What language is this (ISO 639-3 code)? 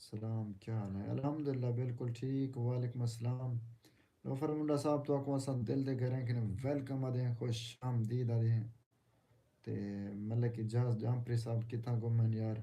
skr